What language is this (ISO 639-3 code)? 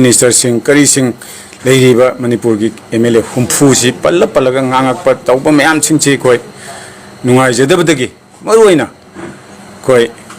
mni